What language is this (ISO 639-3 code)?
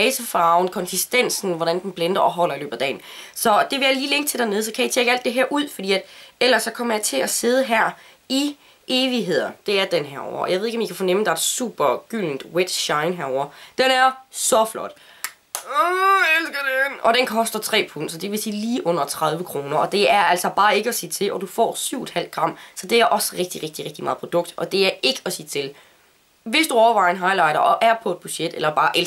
dan